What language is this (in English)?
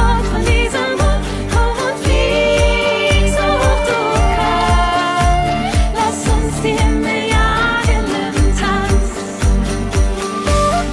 German